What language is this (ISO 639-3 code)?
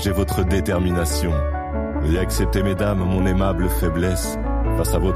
fra